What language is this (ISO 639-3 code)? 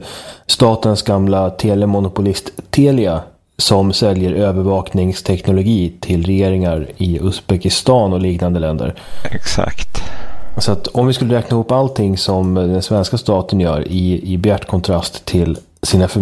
swe